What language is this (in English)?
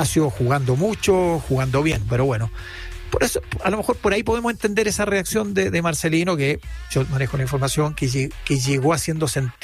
Spanish